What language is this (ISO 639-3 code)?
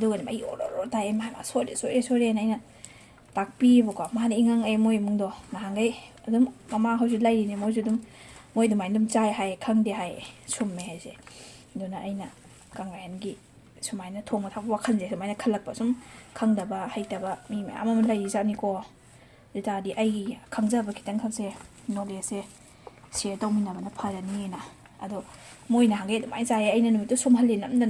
mni